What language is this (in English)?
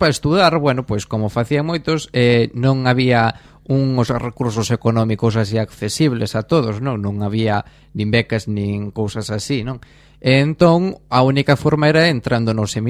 Galician